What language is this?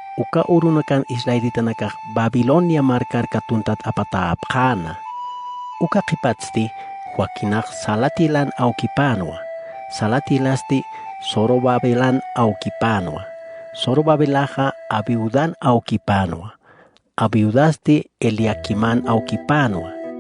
Aymara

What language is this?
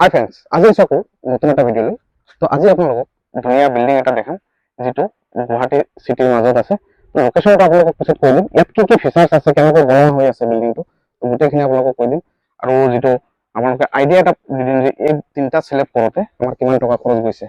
Assamese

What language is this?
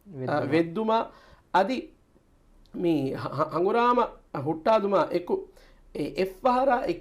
Divehi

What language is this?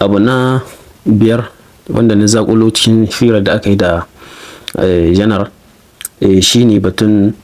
Hausa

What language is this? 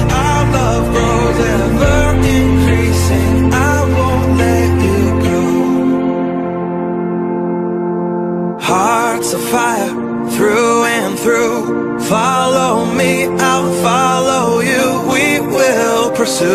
Filipino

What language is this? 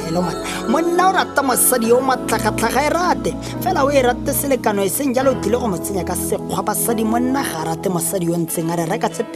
Tswana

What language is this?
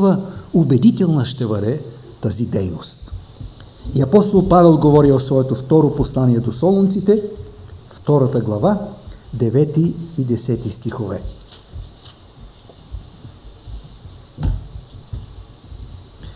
Bulgarian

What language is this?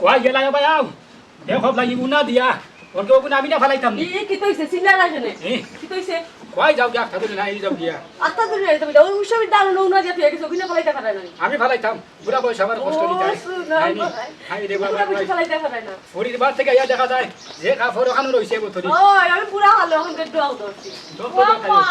Sylheti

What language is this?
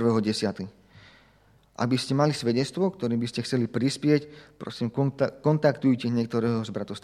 Slovak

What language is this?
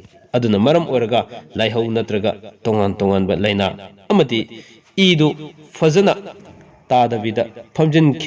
Manipuri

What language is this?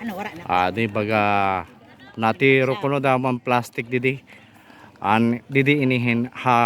Waray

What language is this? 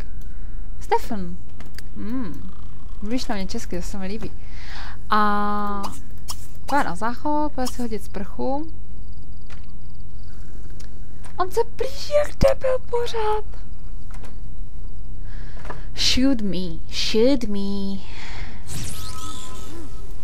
Czech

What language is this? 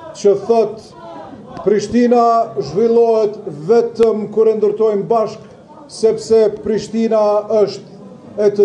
Albanian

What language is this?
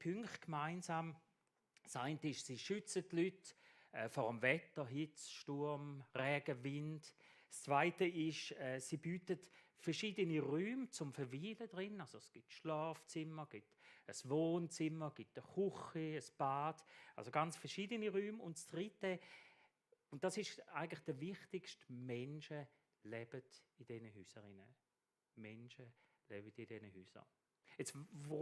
Swiss German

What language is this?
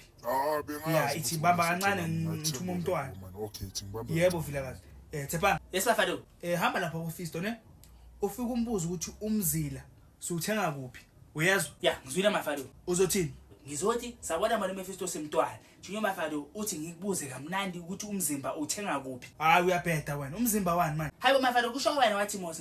Zulu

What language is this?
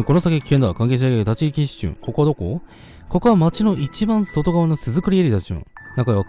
Japanese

